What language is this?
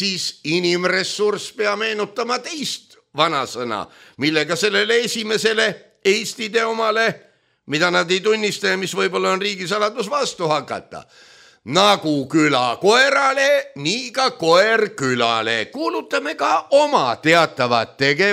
Estonian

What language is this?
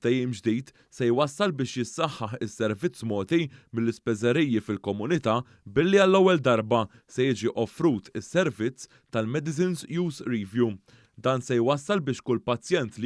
Maltese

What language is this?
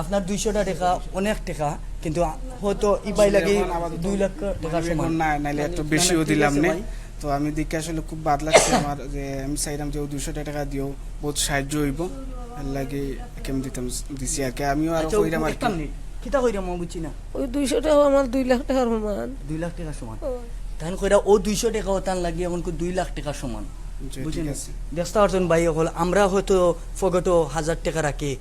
Sylheti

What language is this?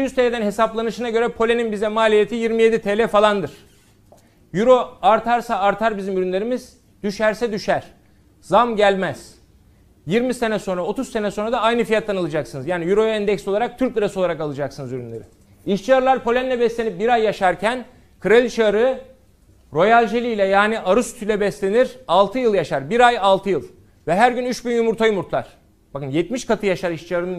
Turkish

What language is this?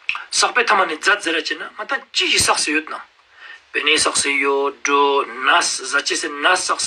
Ladakhi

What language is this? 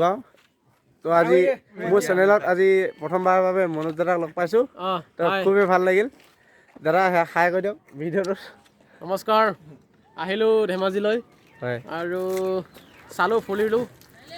Assamese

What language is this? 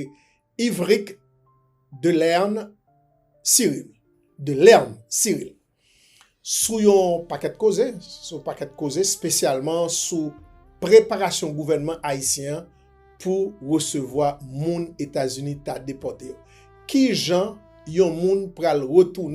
Haitian Creole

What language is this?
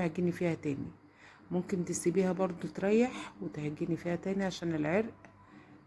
Egyptian Arabic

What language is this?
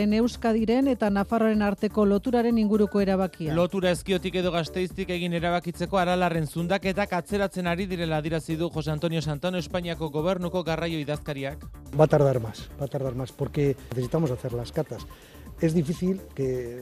Basque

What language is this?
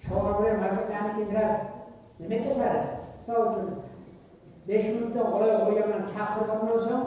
Kumyk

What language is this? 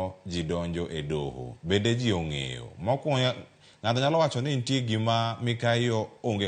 Luo (Kenya and Tanzania)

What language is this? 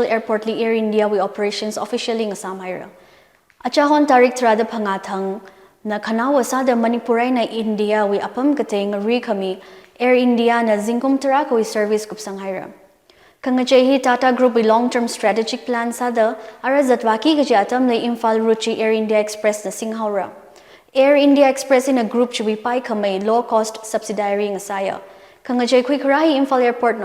Tangkhul Naga (India)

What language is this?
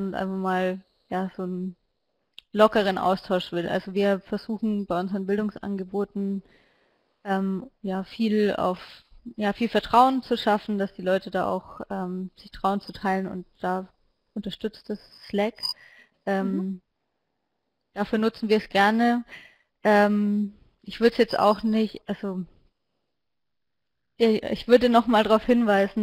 German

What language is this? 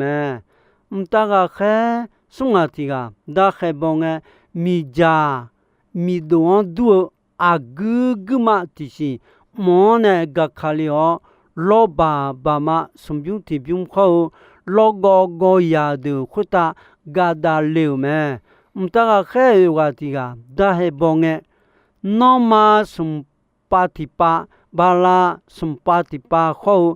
Akha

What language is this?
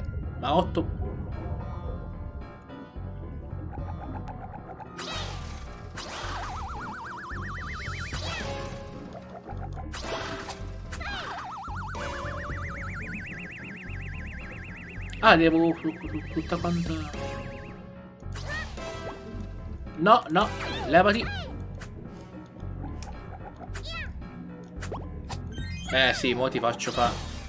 Italian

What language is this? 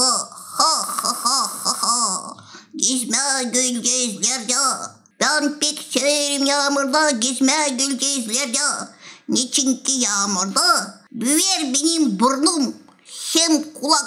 Gagauz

